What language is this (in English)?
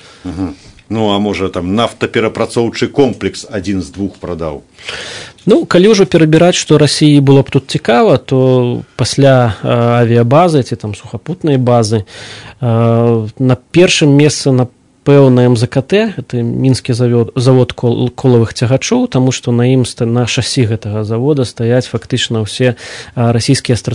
Belarusian